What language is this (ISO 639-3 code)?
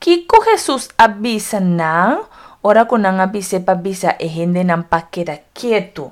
pap